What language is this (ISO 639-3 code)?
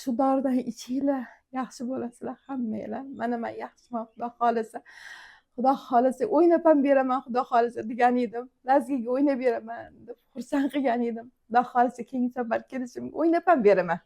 uzb